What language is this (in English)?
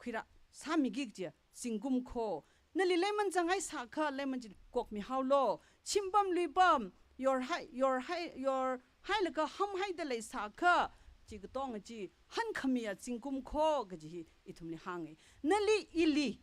Tangkhul Naga (India)